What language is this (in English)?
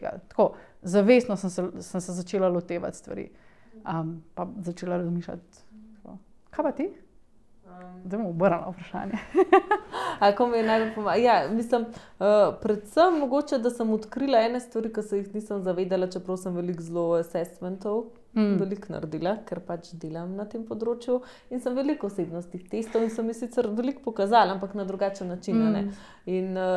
Slovenian